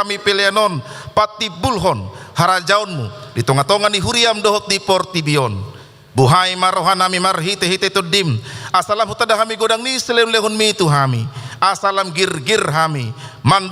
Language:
Batak Toba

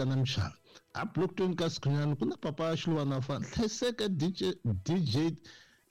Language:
Tsonga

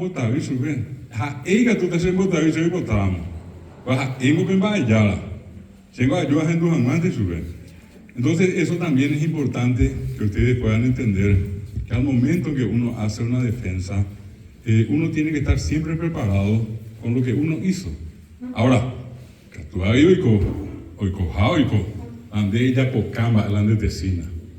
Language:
Guarani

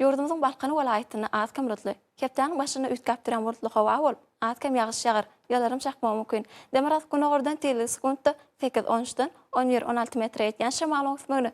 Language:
Turkmen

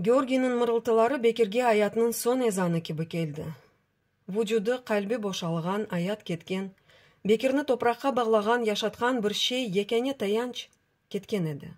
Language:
Crimean Tatar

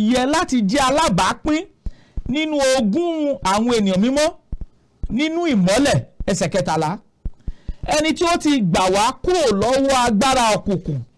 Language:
Yoruba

